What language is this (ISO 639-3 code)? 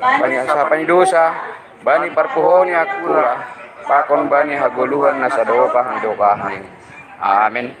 bts